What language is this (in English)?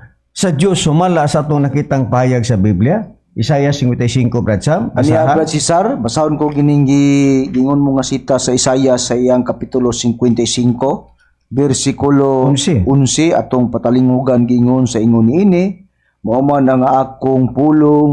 Cebuano